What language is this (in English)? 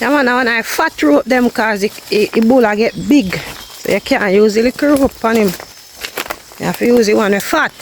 Jamaican Creole English